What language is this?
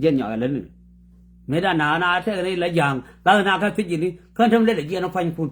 Nuer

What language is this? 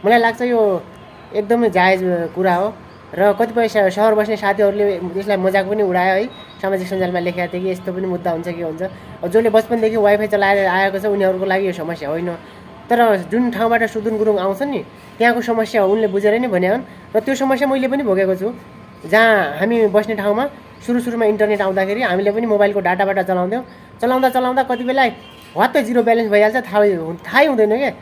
Nepali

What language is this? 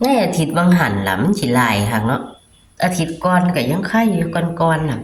Northeastern Thai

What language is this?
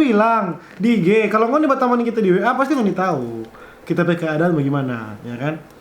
Manado Malay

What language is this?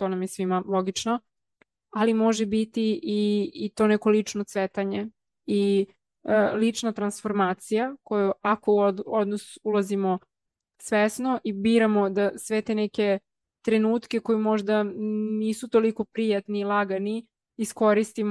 Serbian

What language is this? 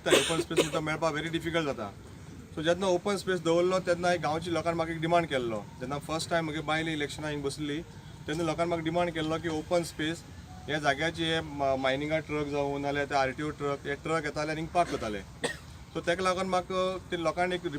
Konkani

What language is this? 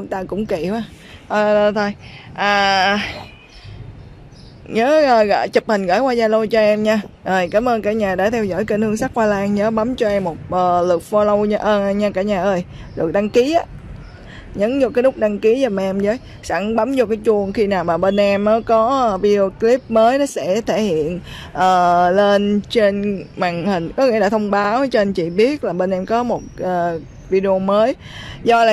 Vietnamese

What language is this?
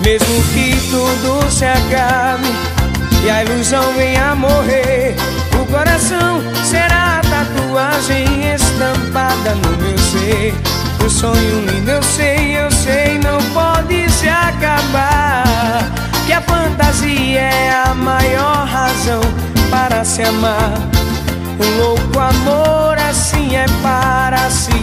Portuguese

